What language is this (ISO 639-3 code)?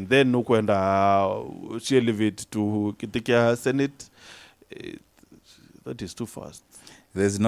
mer